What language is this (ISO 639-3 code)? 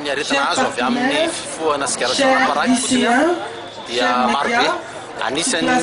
mlg